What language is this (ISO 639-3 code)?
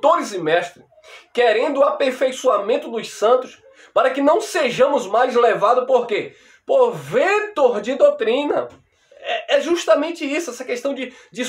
por